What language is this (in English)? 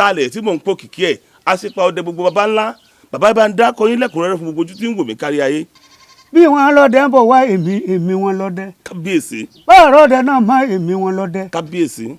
Yoruba